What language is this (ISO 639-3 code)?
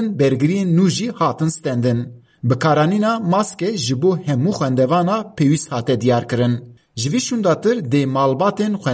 kur